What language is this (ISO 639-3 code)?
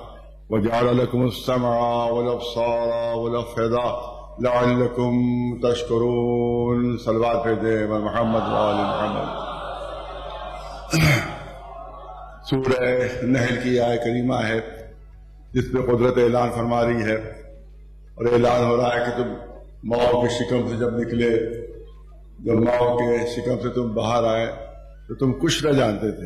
urd